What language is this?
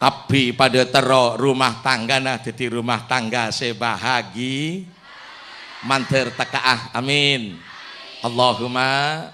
Madurese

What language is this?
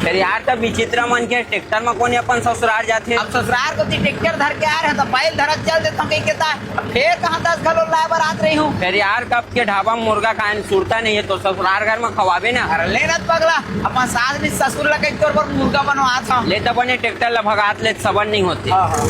Chhattisgarhi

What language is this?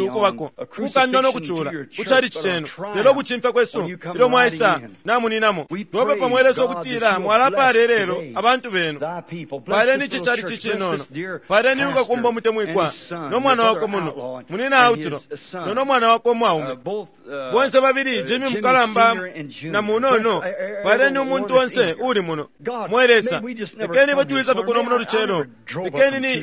Bemba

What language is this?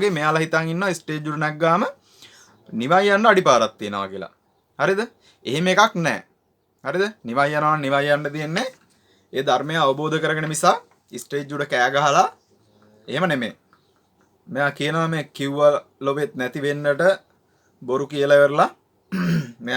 Sinhala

